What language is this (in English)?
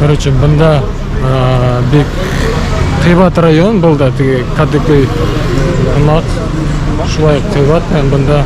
Bashkir